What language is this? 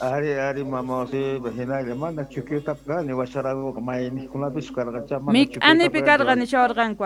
South Bolivian Quechua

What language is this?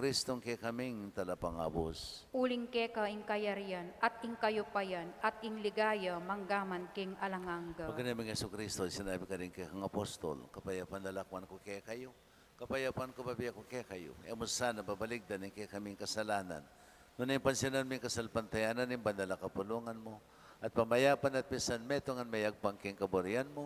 Pampanga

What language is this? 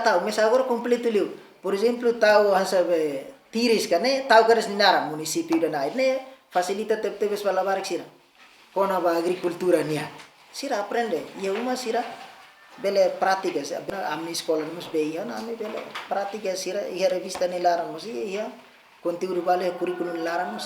Tetum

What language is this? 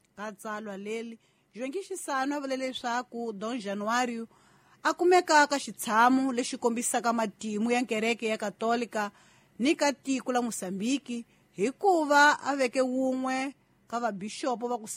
Tsonga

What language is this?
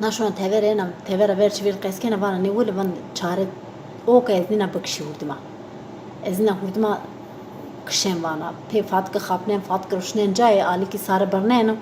Zaza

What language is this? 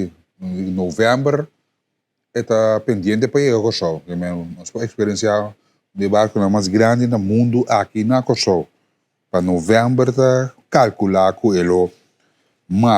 Papiamento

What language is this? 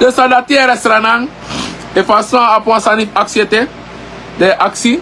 Sranan Tongo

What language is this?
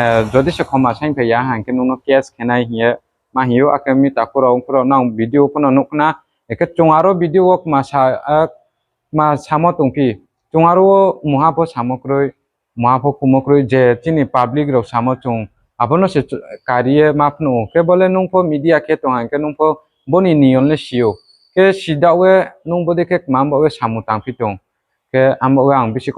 Riang (India)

